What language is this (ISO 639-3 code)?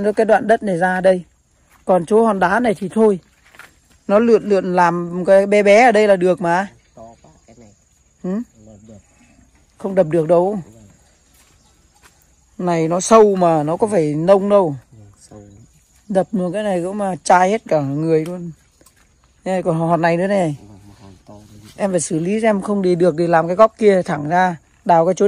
vie